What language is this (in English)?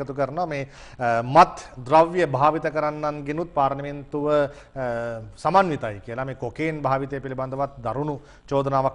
Sinhala